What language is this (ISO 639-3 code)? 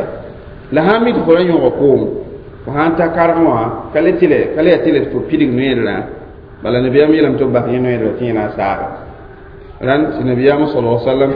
mos